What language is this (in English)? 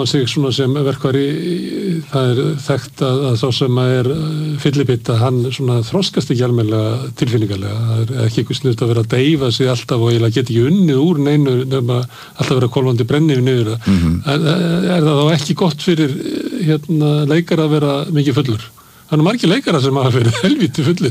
Icelandic